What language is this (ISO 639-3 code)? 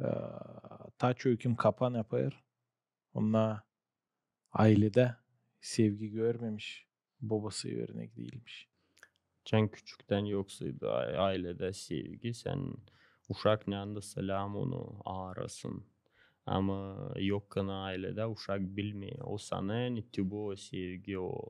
gag